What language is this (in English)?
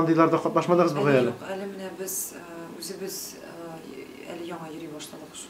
Tatar